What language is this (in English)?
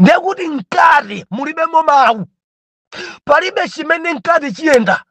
Nyanja